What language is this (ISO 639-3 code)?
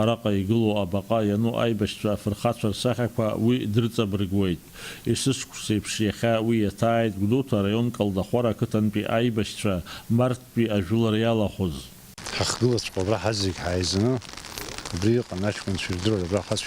abk